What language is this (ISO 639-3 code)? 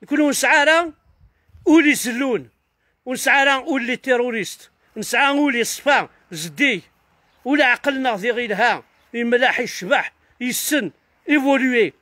kab